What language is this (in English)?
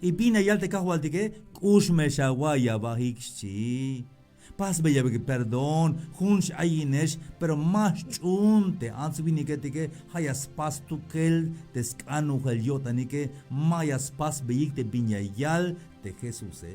Tzeltal